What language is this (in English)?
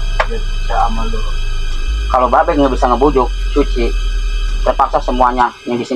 Betawi